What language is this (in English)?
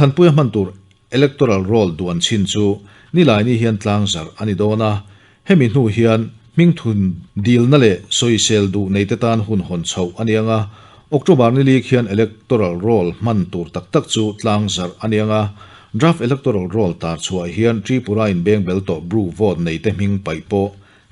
Mizo